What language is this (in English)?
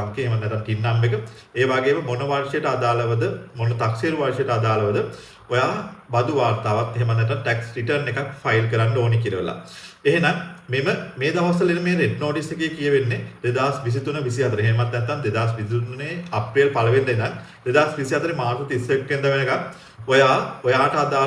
Sinhala